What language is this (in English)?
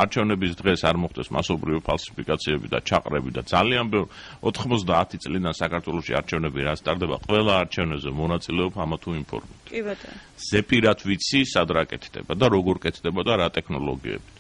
Georgian